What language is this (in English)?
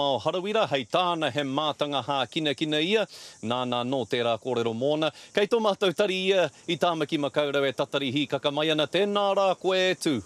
Māori